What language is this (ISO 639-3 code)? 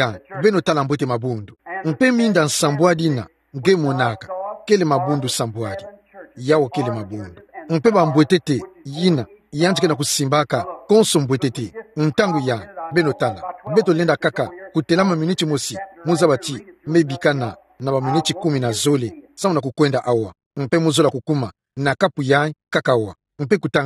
ktu